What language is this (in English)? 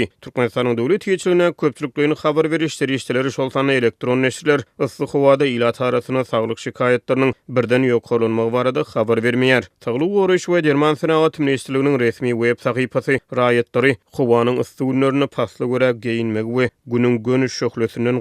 Turkmen